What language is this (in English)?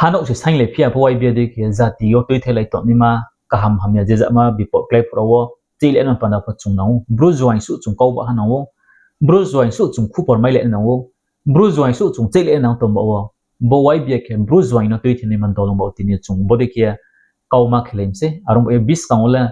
Riang (India)